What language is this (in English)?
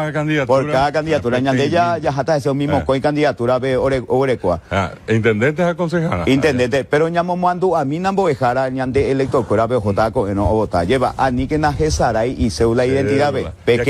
Guarani